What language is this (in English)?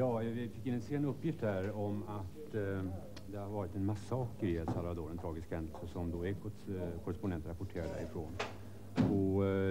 Swedish